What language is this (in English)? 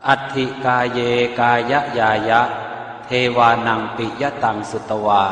Pali